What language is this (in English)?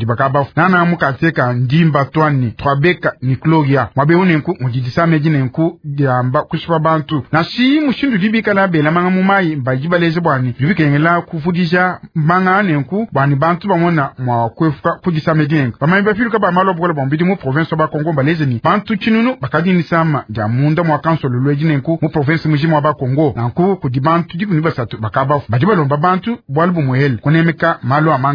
Luba-Lulua